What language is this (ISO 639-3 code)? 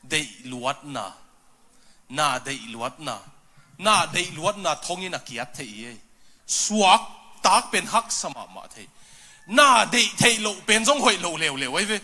ctd